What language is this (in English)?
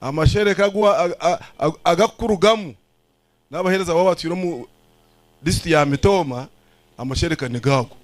Nyankole